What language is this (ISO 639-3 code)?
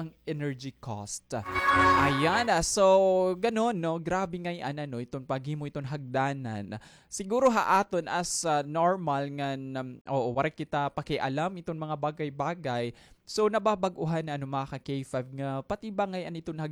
war